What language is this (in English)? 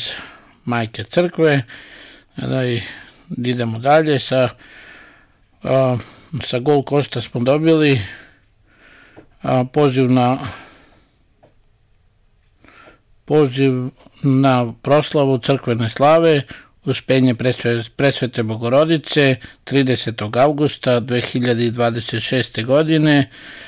Serbian